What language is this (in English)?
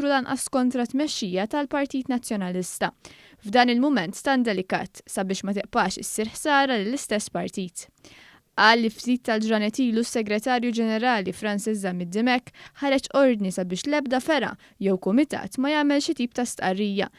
Maltese